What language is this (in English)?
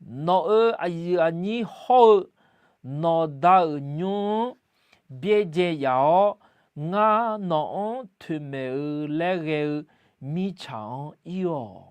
Akha